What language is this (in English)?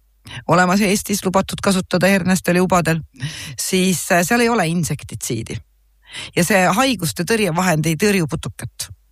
Estonian